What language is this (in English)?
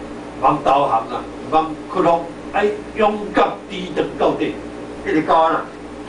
Min Nan Chinese